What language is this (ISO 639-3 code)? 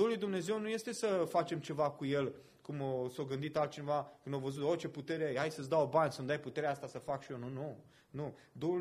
ron